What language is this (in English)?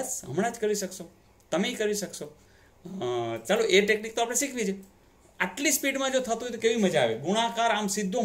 Gujarati